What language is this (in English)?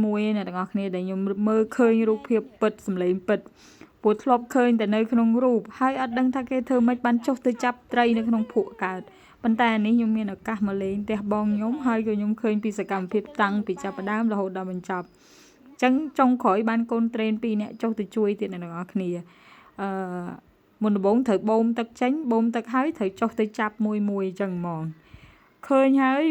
Khmer